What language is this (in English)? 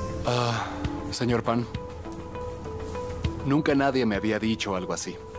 Spanish